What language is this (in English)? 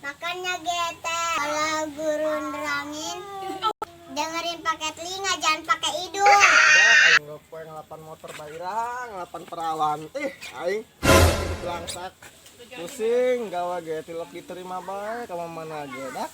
Sundanese